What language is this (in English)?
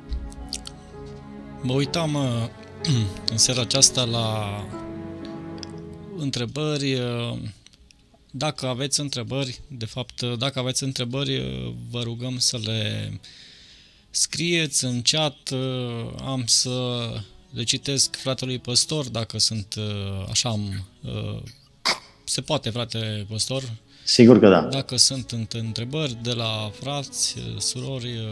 Romanian